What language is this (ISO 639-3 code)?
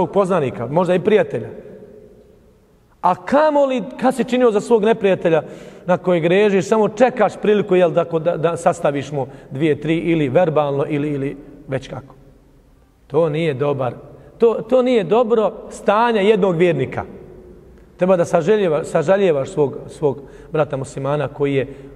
bos